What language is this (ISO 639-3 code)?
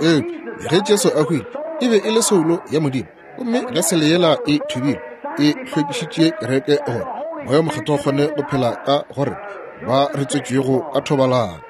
nso